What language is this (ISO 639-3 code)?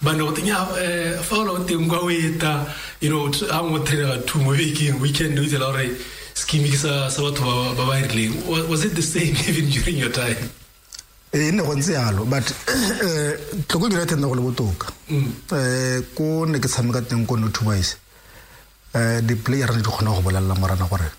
tsn